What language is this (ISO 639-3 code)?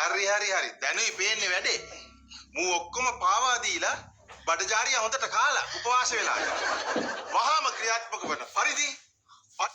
sin